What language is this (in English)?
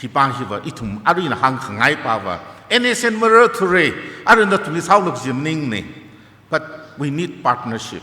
Tangkhul Naga (India)